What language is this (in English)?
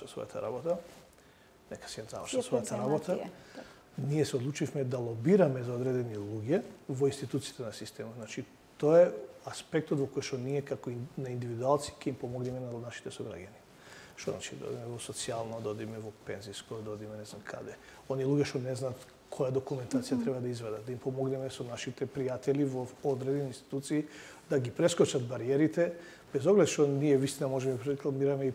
Macedonian